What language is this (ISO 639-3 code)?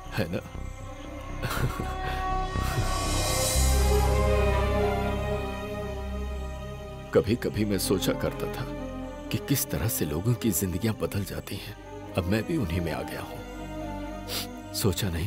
hin